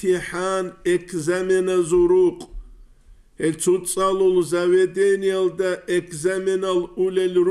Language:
Avaric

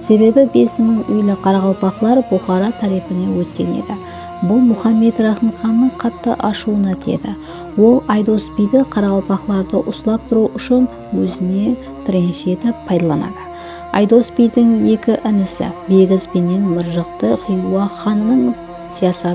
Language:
Kara-Kalpak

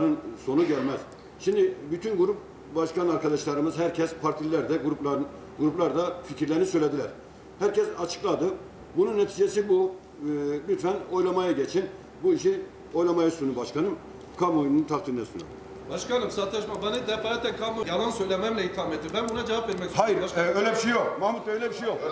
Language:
Turkish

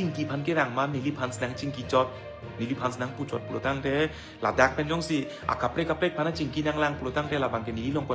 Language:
Karbi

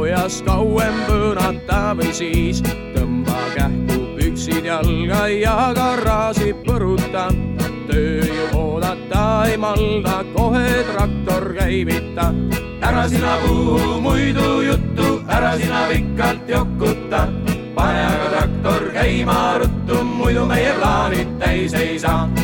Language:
Estonian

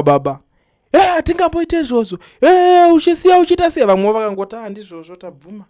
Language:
Shona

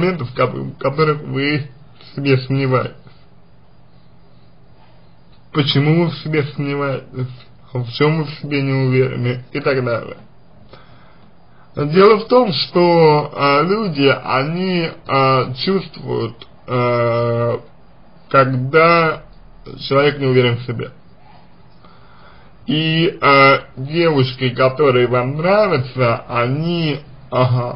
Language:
Russian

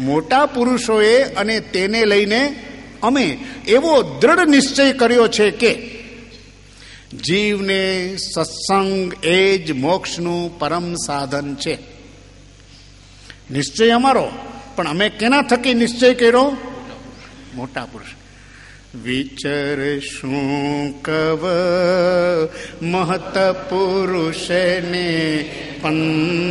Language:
Gujarati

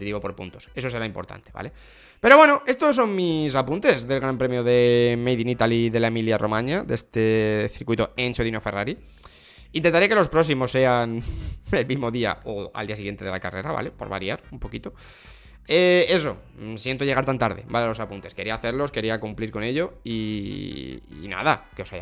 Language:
Spanish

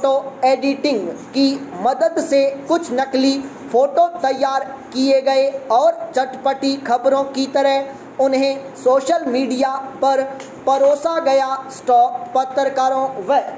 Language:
Hindi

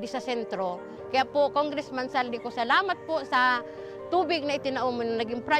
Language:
Bikol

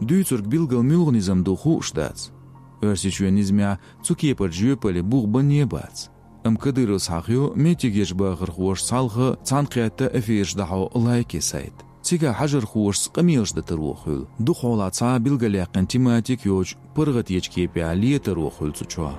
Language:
Chechen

